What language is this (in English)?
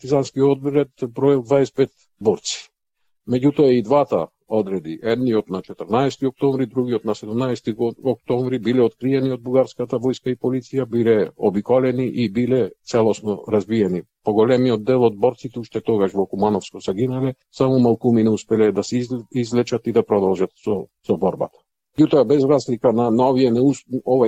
Macedonian